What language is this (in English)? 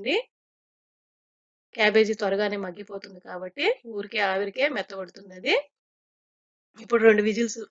Telugu